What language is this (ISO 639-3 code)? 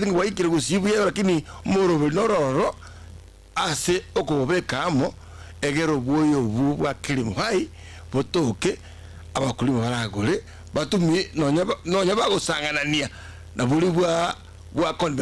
guz